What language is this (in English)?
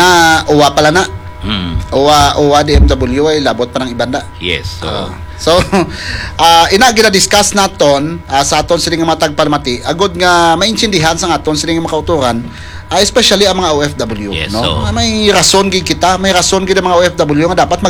Hiligaynon